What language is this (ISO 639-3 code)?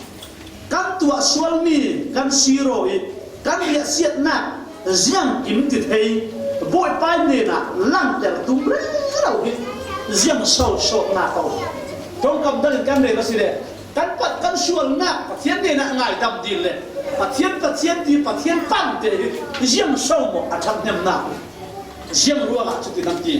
cfm